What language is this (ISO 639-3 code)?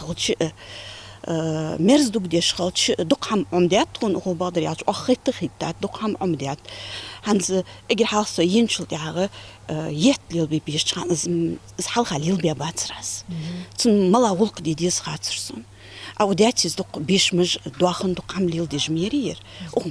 inh